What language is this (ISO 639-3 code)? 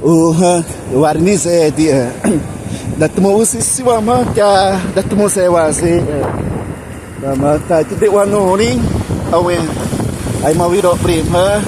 xav